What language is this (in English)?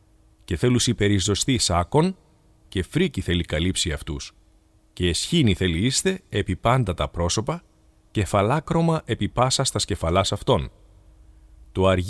Greek